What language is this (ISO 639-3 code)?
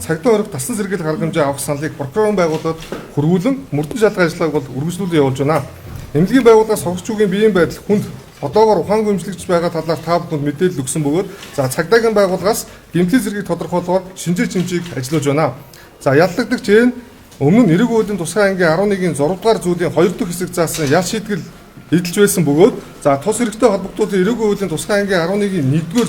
mon